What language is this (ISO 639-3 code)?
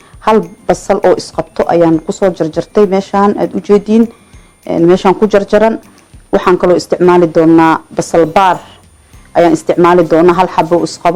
som